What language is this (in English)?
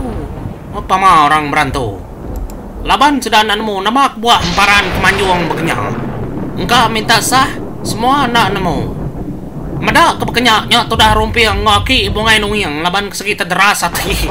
Iban